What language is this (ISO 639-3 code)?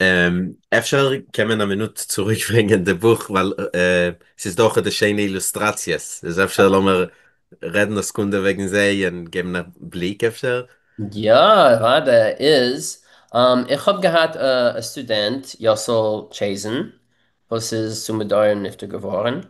yid